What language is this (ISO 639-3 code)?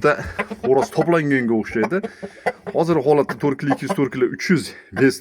uzb